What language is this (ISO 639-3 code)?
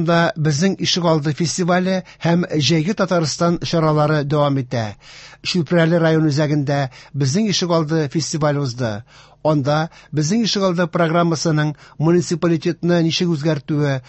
tat